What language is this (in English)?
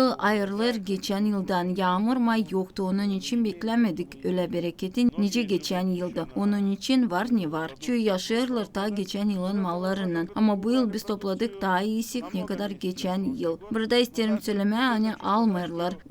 Gagauz